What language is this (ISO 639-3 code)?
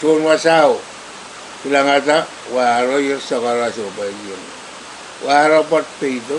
pon